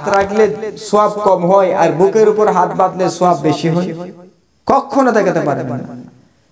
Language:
Bangla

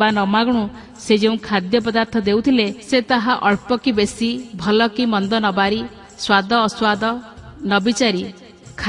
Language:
Odia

